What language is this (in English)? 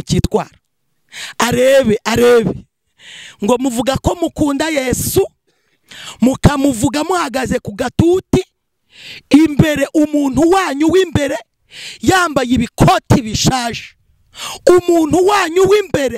Kinyarwanda